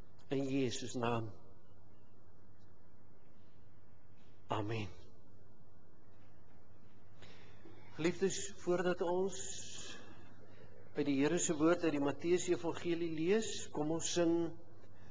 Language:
Afrikaans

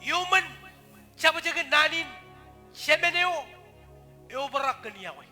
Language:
Marshallese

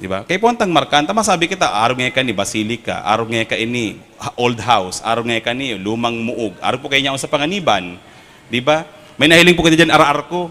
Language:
Bikol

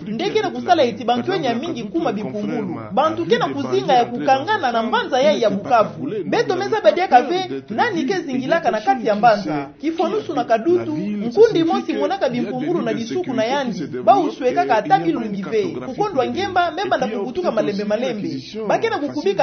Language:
Kituba (Democratic Republic of Congo)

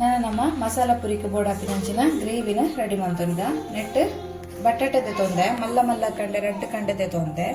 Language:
Tulu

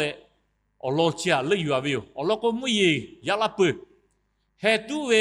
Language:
Lahu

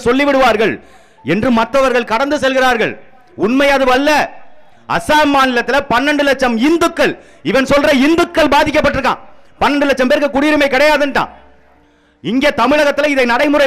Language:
Tamil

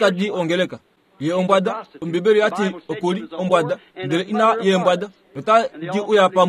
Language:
Kuanyama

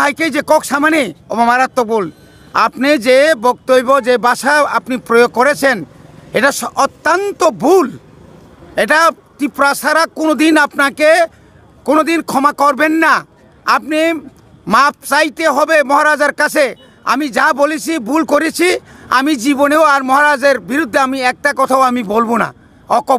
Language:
Riang (India)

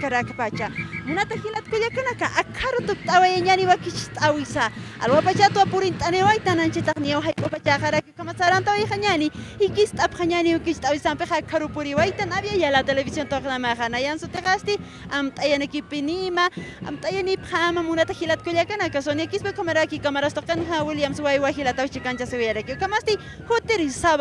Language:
Aymara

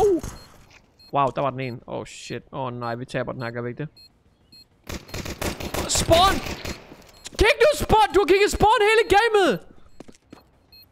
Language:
Danish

